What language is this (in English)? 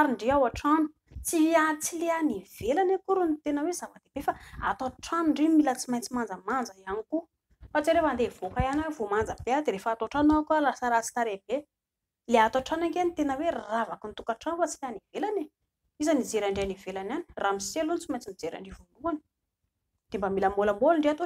Malagasy